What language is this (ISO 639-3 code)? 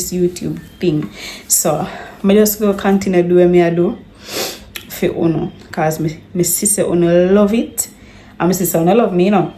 jam